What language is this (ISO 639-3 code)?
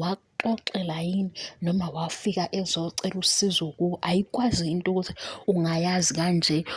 zul